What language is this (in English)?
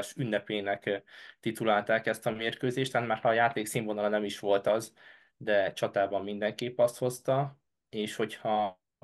Hungarian